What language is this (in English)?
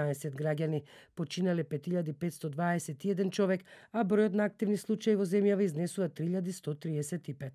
Macedonian